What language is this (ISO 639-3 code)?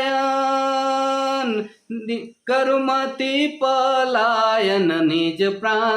sck